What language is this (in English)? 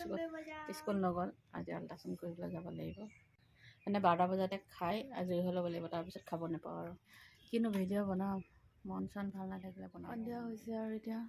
Assamese